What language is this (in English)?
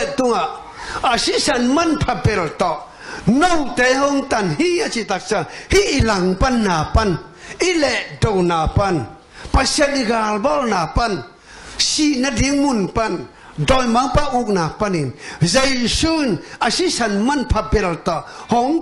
Tedim Chin